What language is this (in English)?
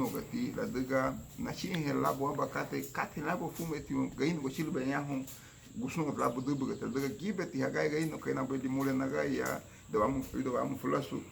Garifuna